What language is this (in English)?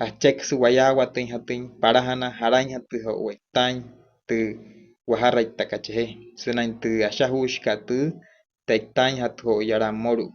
Wayuu